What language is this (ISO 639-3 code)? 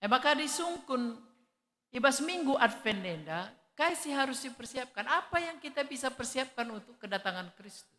btx